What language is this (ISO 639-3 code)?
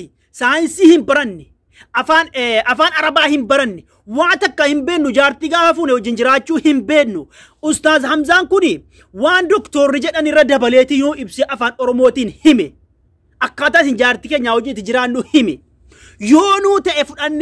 orm